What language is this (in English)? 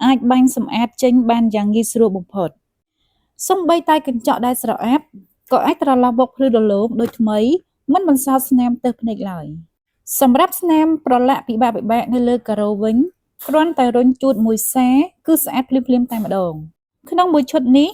Khmer